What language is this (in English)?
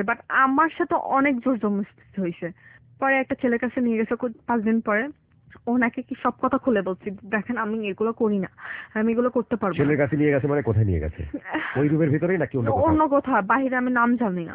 Bangla